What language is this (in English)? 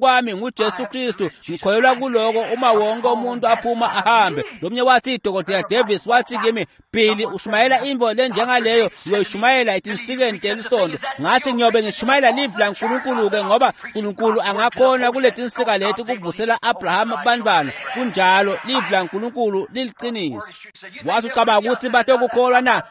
Swati